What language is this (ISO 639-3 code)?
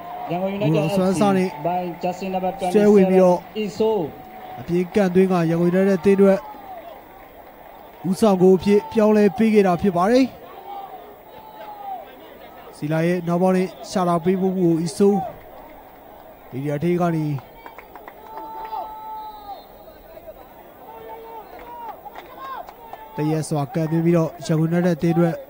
mya